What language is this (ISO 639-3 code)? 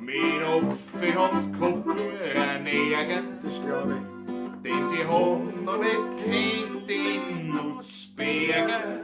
bar